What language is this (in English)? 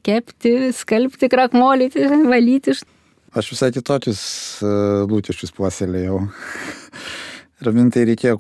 Lithuanian